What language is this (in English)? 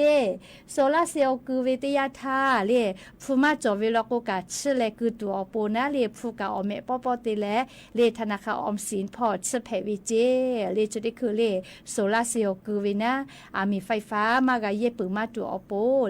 Lahu